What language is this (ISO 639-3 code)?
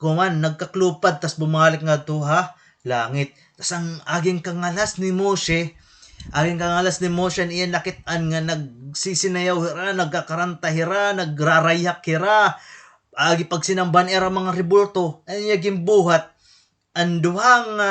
war